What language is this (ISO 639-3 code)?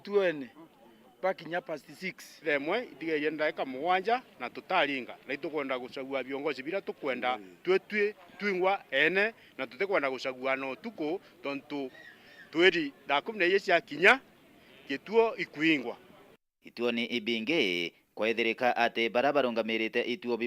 mer